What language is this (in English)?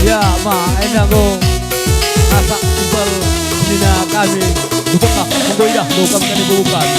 Batak Karo